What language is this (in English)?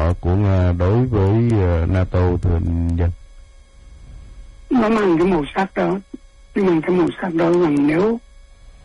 Vietnamese